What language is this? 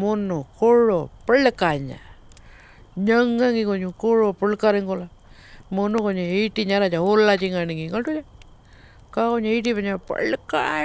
Pitjantjatjara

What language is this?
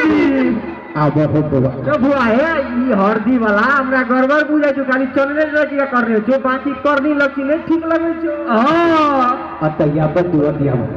Maithili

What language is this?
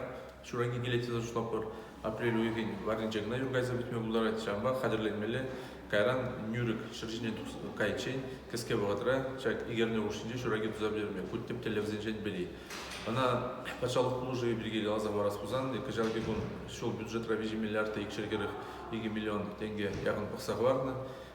Chuvash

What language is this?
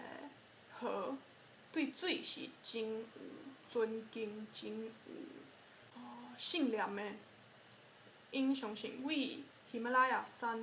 Min Nan Chinese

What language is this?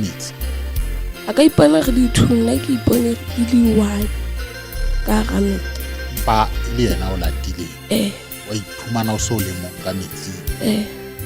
Southern Sotho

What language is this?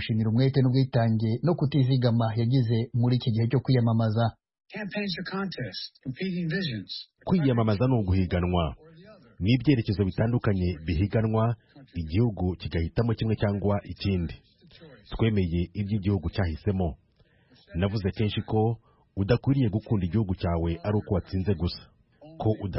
Kinyarwanda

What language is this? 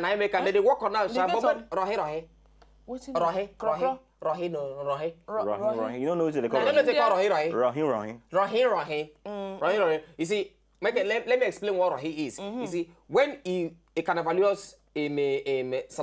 Nigerian Pidgin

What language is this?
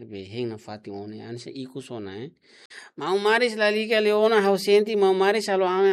Tetum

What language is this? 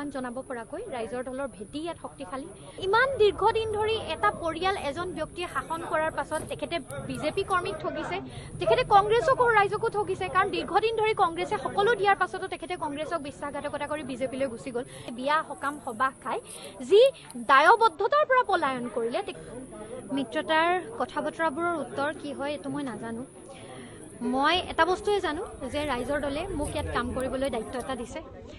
Assamese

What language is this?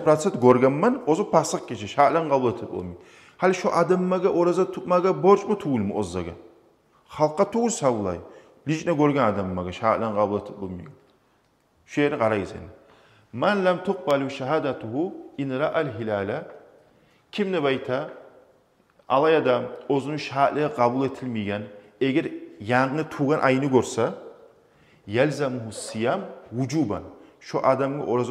Kumyk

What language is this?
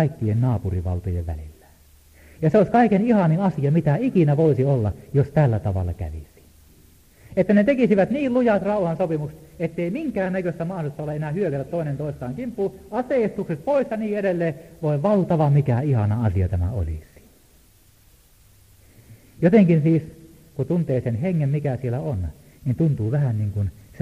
Finnish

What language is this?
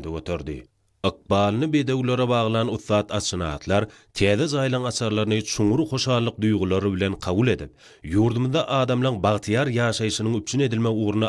Turkmen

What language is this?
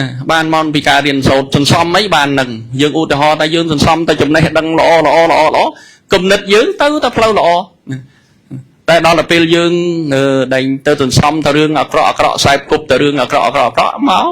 Khmer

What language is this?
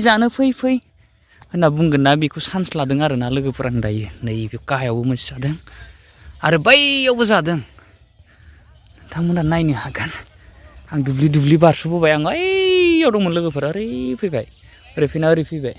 Bodo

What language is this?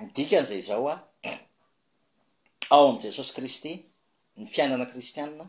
Malagasy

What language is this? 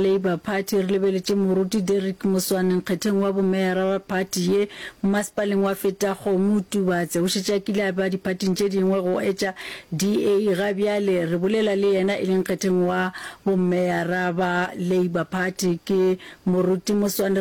Northern Sotho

